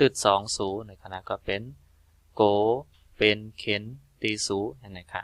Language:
Shan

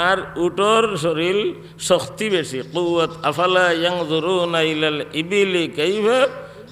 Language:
Sylheti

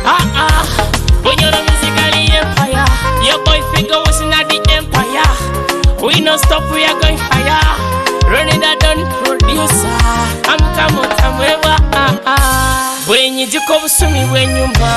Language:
Nyoro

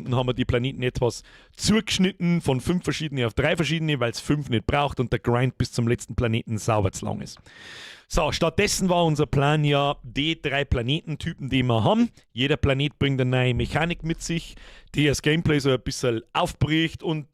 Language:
Bavarian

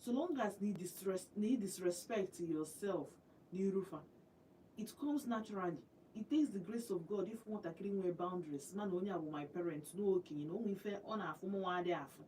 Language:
Igbo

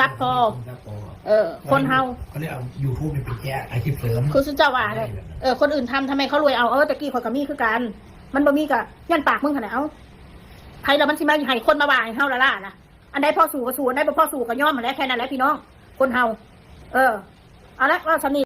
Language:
Northeastern Thai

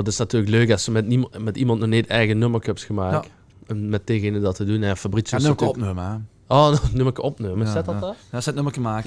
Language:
Limburgish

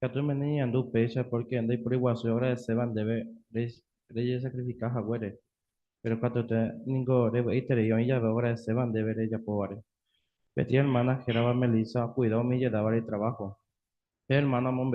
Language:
Guarani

